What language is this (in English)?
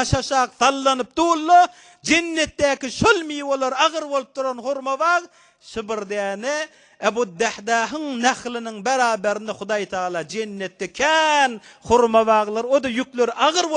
Turkmen